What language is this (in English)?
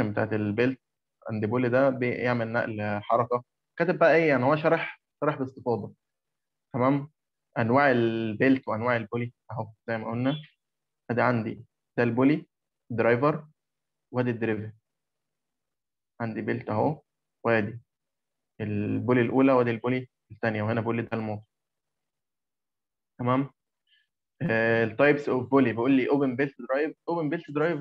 Egyptian Arabic